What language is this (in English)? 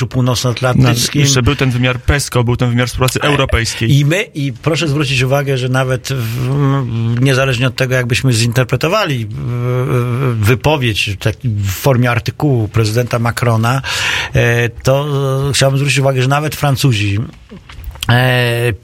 Polish